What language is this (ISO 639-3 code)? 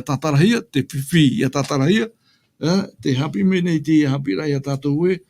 tah